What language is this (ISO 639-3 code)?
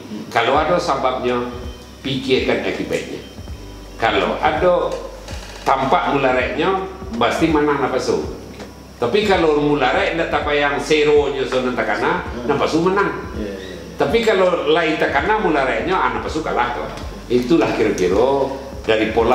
min